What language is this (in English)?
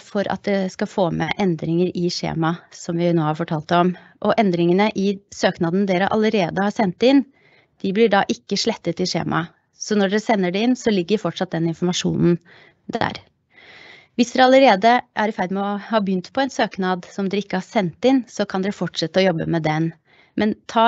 Norwegian